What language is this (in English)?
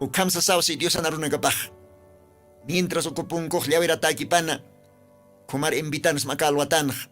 Aymara